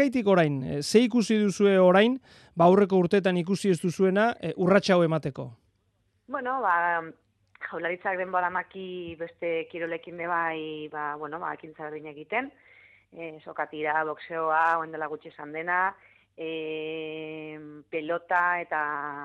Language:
Basque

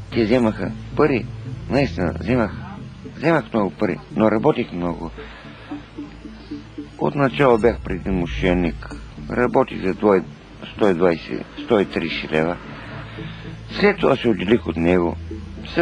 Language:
Bulgarian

